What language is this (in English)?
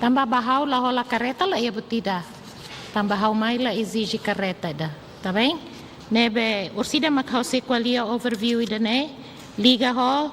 Tetum